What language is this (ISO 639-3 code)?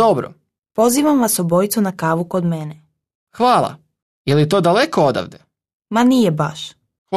hrv